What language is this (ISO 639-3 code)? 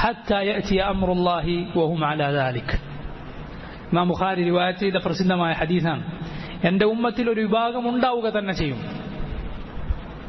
mal